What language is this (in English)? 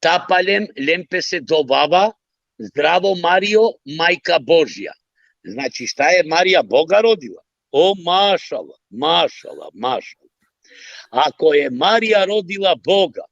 Balkan Romani